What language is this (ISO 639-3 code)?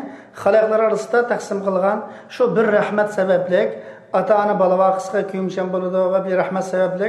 uig